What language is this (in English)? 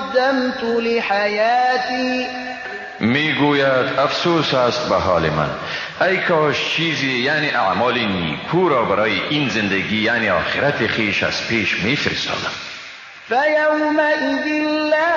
Persian